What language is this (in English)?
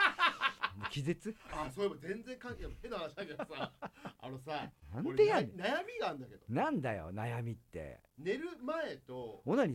Japanese